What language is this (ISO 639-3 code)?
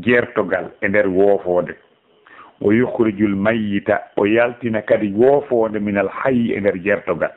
ful